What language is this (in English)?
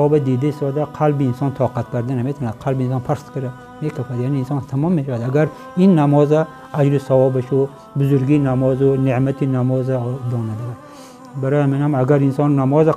Tajik